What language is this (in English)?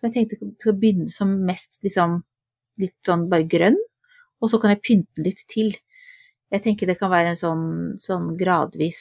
Norwegian